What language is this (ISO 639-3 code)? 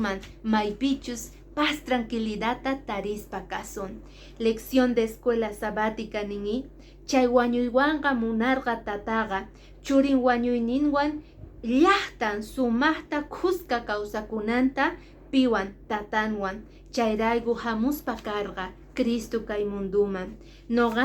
que